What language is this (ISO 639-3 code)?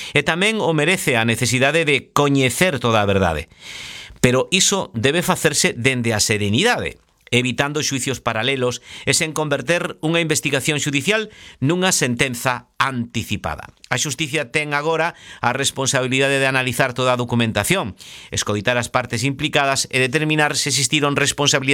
glg